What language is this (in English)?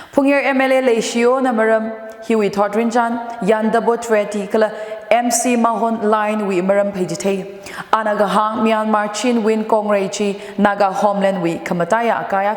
Tangkhul Naga (India)